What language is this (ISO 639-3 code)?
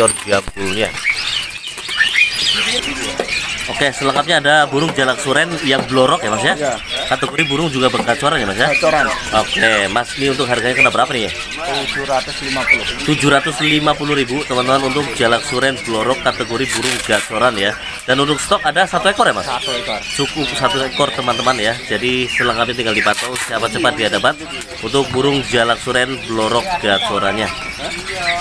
ind